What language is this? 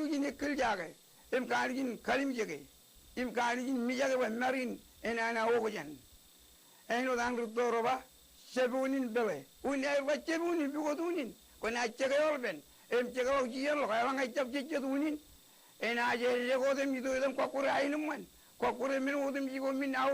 Marshallese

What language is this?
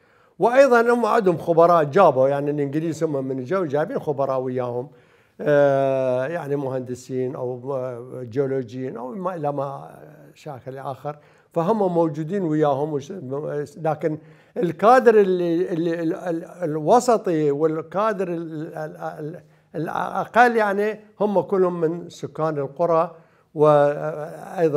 Mesopotamian Arabic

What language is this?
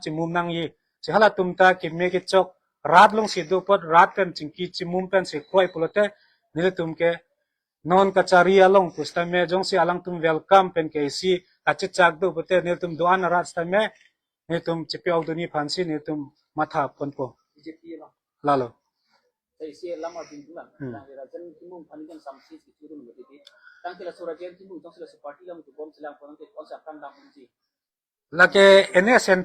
Karbi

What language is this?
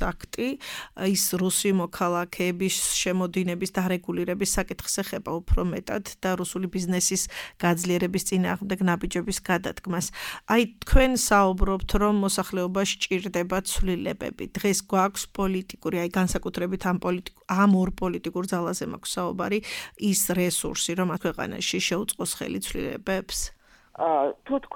Georgian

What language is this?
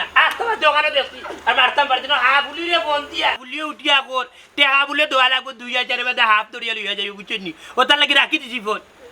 Sylheti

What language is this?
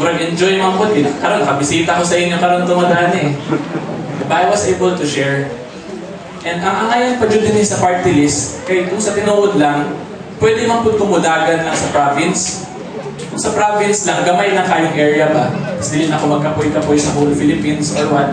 Cebuano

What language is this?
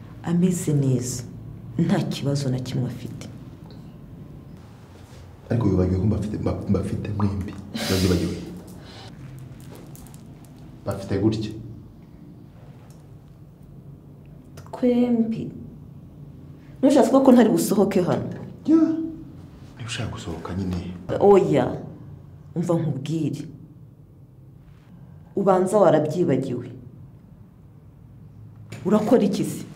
Kinyarwanda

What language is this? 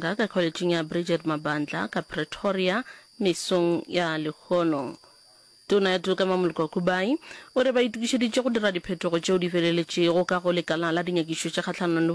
Northern Sotho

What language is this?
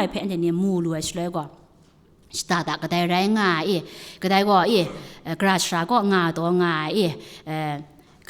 Kachin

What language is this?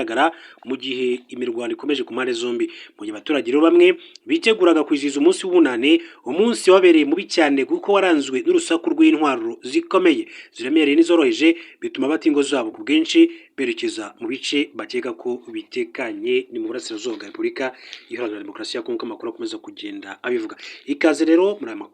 Kinyarwanda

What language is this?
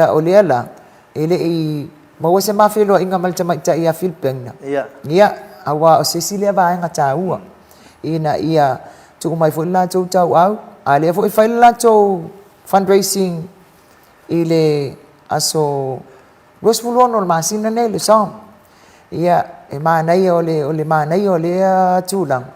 Samoan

